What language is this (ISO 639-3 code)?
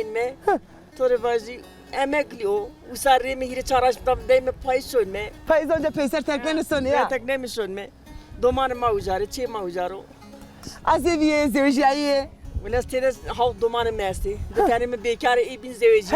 zza